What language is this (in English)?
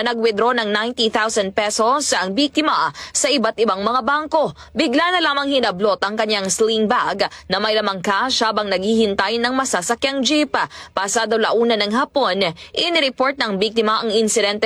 Filipino